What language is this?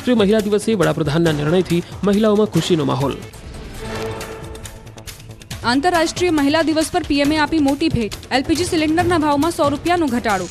Gujarati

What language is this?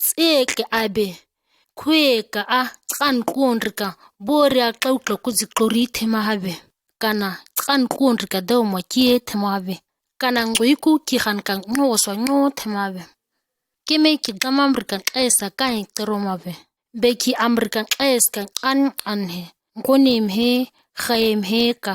ǁGana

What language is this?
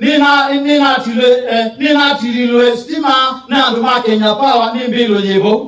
Kamba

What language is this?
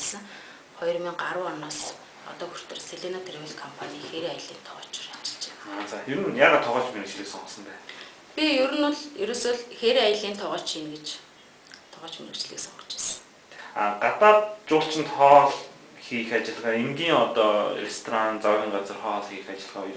Mongolian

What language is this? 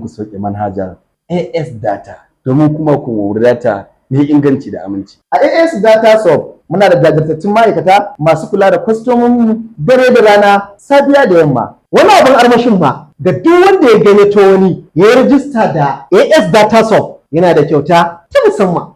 Hausa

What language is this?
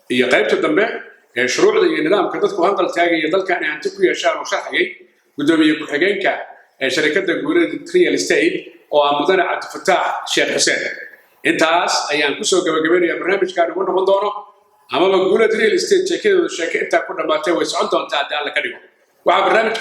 Somali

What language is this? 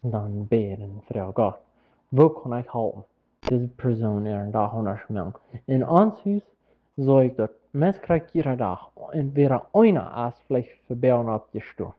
Plautdietsch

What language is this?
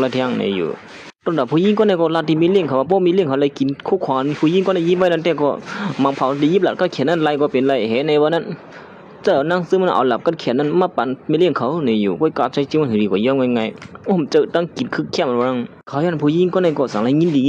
Shan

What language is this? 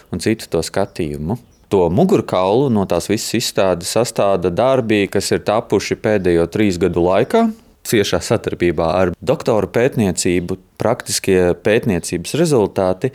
Latvian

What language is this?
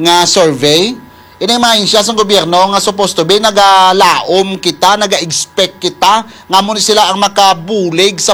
Hiligaynon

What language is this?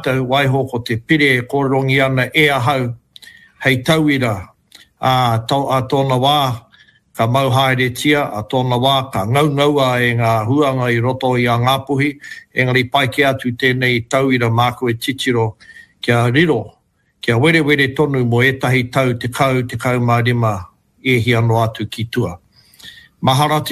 Māori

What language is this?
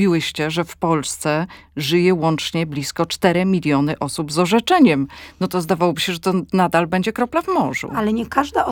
Polish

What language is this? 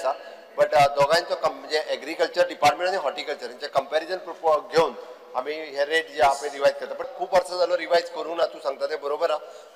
Konkani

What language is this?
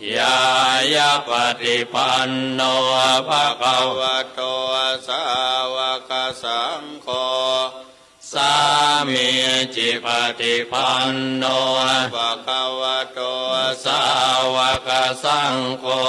Pali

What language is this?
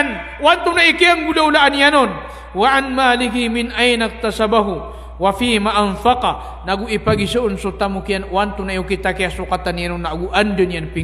Maranao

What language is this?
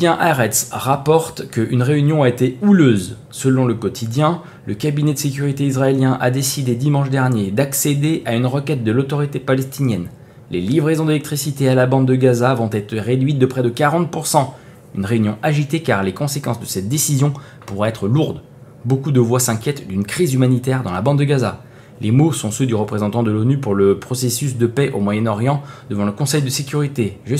French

